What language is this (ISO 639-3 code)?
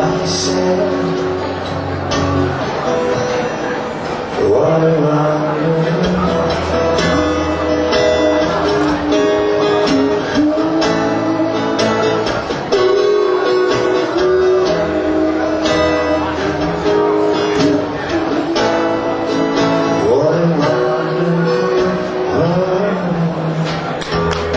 rus